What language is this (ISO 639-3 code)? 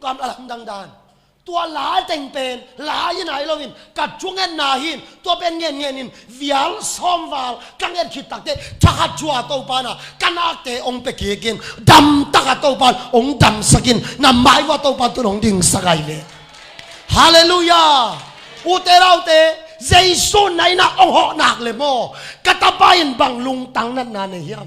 ctd